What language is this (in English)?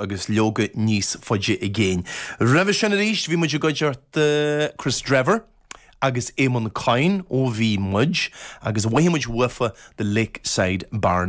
Irish